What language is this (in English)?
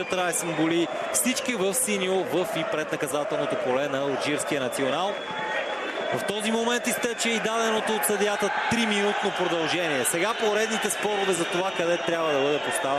Bulgarian